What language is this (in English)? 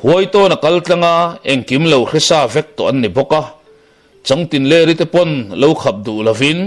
Mizo